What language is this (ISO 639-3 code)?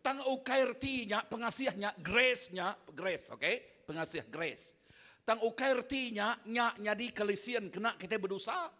iba